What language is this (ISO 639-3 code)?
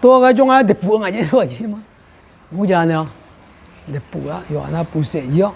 ahk